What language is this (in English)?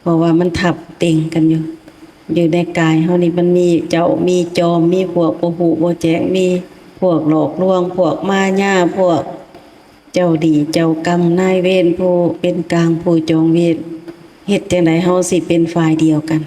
Lao